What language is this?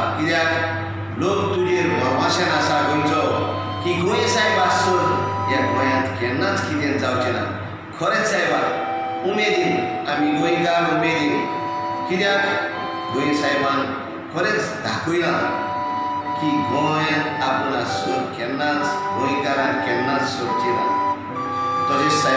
Konkani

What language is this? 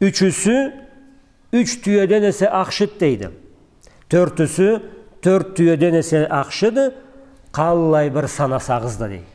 Karachay-Balkar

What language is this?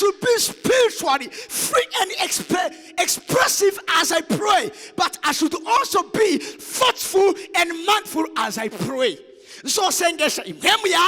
Rundi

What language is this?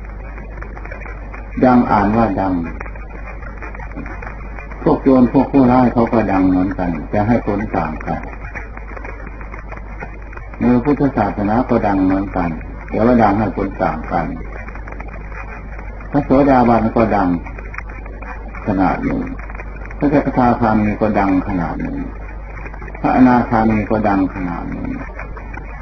Thai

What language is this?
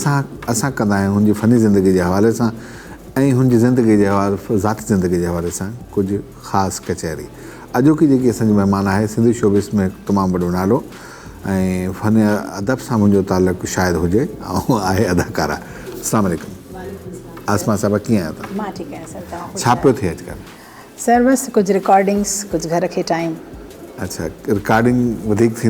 Sindhi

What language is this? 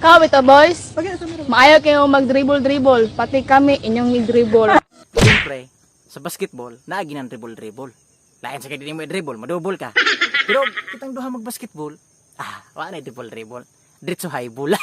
Cebuano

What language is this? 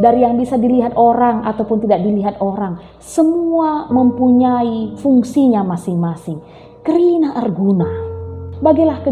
Batak Karo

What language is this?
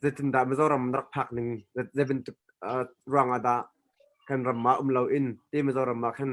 Hakha Chin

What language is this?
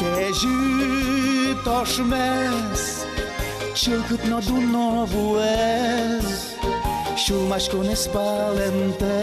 Udmurt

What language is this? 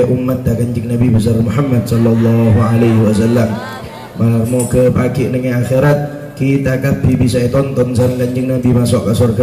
Madurese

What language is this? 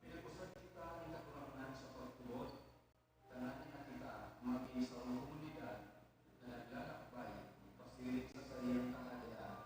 Bikol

